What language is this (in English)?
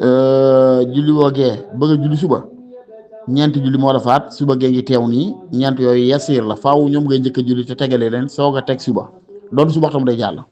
Wolof